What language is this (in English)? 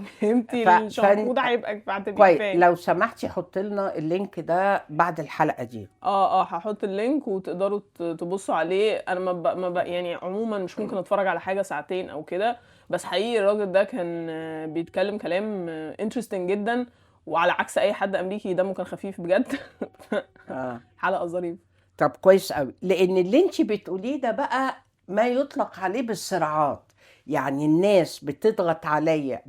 Egyptian Arabic